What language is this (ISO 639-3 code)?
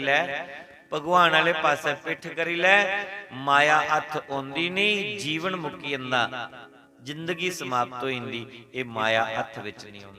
doi